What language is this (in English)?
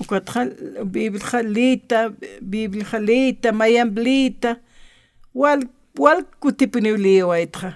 Aymara